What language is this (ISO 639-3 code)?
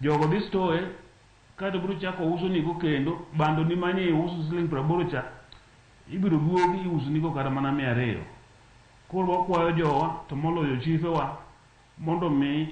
luo